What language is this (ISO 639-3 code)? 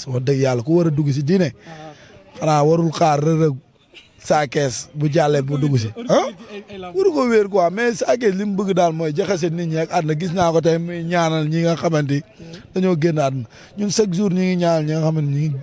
wol